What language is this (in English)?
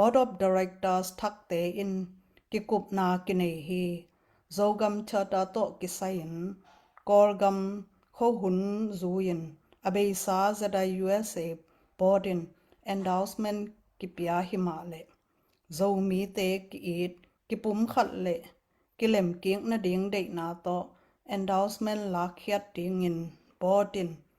Tedim Chin